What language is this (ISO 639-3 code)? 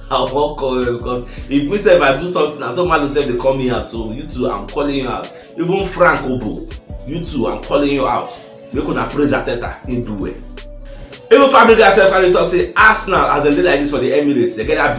pcm